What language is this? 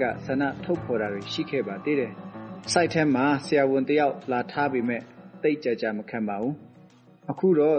Burmese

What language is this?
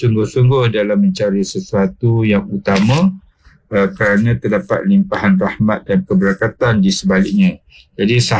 Malay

